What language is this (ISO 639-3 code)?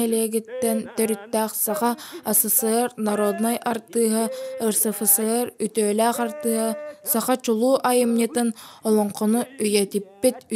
sah